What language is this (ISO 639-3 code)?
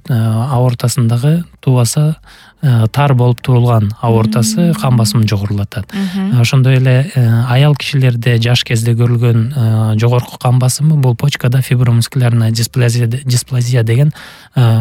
kir